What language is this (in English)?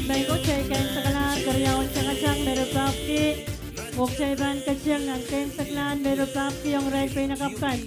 Pohnpeian